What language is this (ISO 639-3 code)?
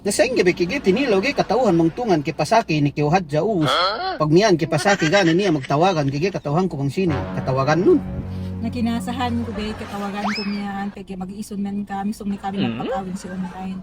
yka